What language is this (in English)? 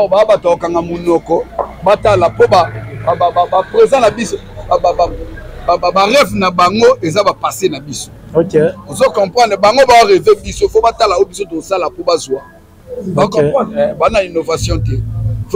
Lingala